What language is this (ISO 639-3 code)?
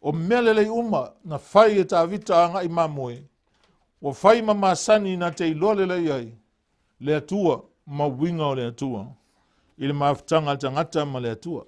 smo